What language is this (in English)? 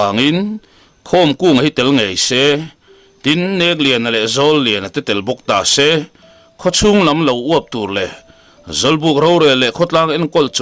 Mizo